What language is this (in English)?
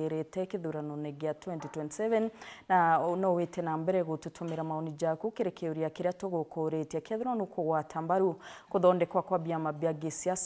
Meru